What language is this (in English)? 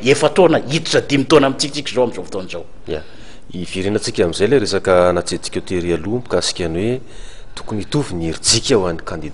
Malagasy